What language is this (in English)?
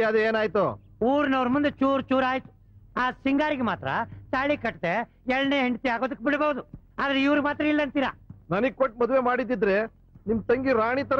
Kannada